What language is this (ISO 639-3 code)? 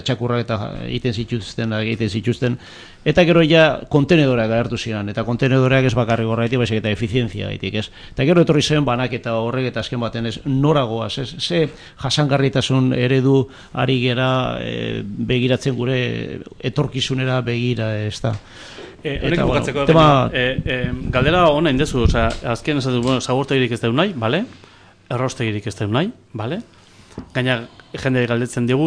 eus